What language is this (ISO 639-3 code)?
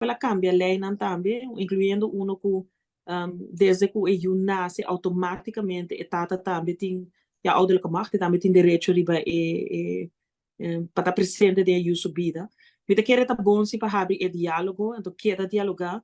pap